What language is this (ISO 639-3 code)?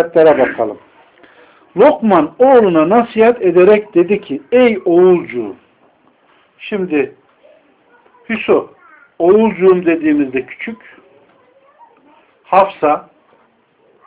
tur